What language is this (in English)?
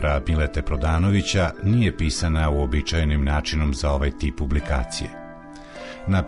Serbian